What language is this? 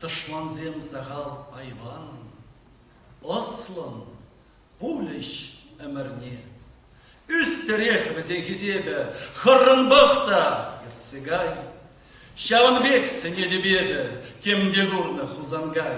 Chuvash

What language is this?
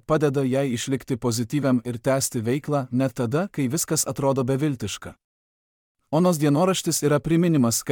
Lithuanian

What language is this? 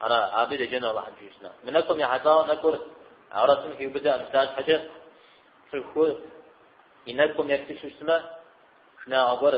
Kabardian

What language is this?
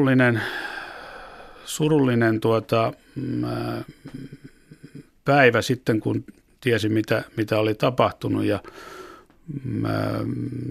Finnish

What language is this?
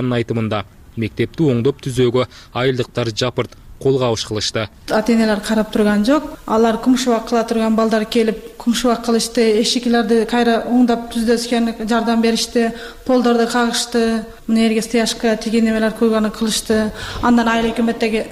Kyrgyz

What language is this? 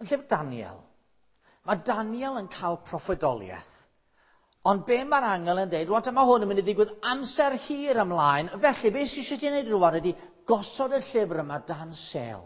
Welsh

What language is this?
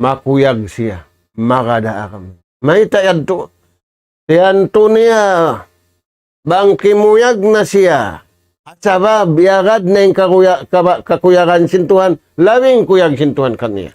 Tausug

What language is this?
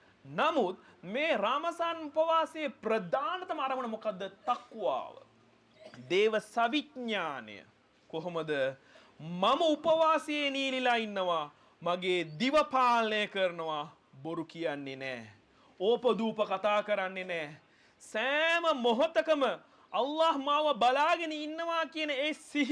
Sinhala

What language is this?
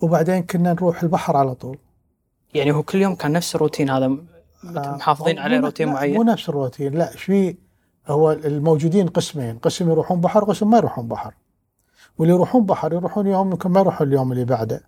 Gulf Arabic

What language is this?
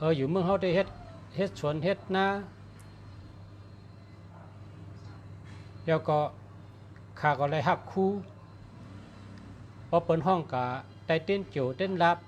Shan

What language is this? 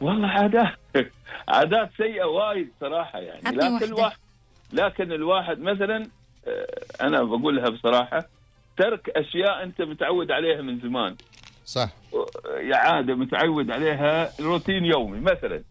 Gulf Arabic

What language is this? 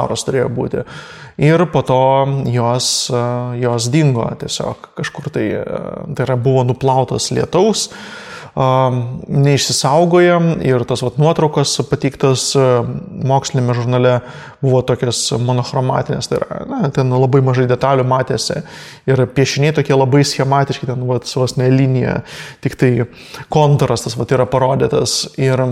Lithuanian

